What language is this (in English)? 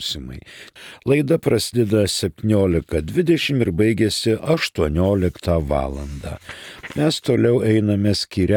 Lithuanian